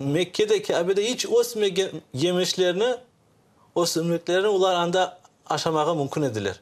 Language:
Crimean Tatar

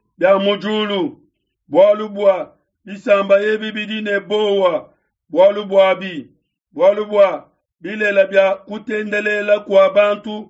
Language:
Luba-Lulua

